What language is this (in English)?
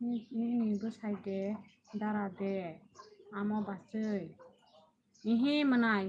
Kok Borok